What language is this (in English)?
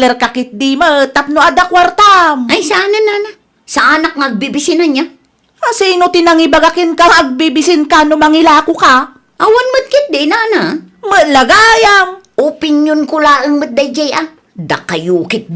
Iloko